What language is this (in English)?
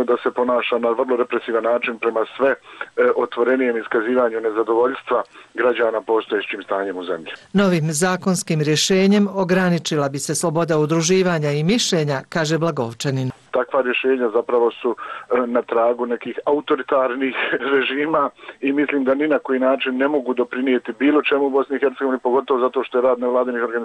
Serbian